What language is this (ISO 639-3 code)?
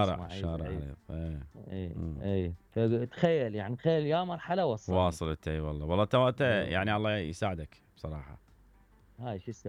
acm